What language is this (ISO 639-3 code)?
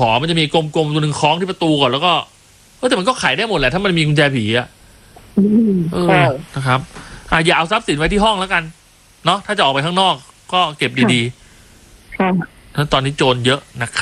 tha